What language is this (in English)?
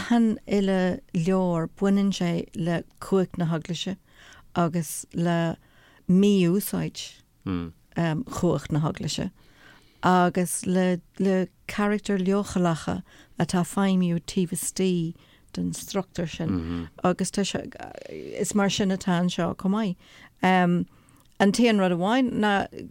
Irish